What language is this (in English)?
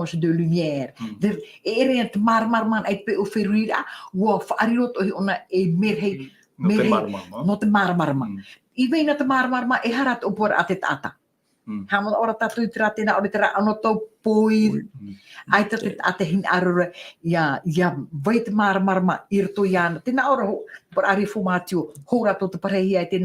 Tahitian